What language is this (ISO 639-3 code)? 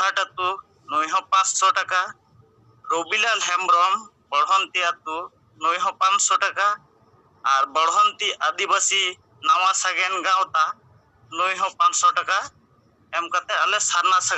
sat